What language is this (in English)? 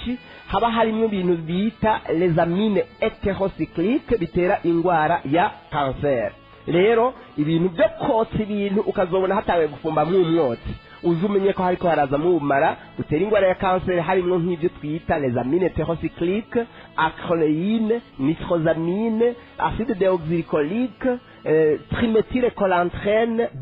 Rundi